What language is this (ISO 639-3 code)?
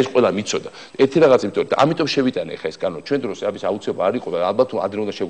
kat